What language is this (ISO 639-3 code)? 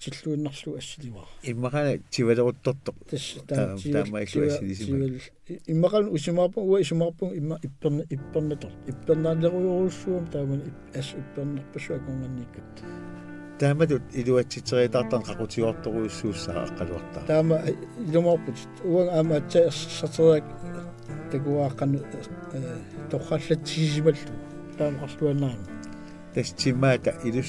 kal